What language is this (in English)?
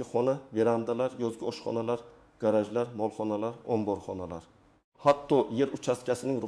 Uzbek